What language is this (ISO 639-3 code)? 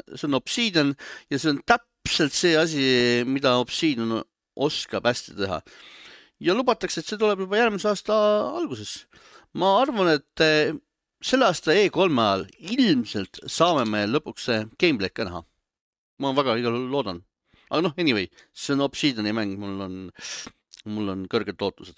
est